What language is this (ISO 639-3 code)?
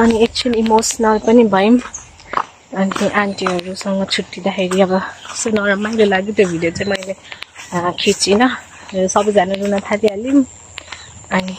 nep